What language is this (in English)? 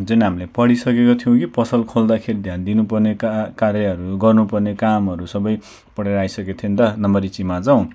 Nepali